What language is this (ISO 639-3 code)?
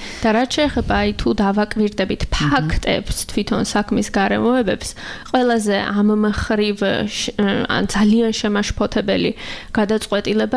kat